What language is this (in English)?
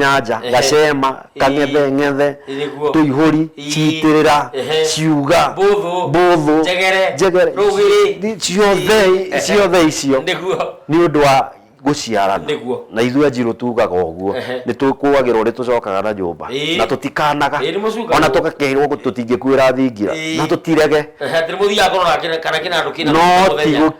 Kikuyu